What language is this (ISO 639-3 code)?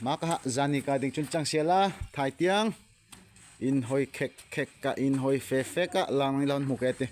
dln